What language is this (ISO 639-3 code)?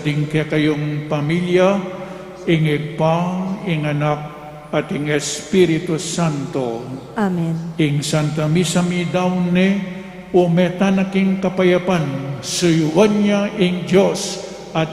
pam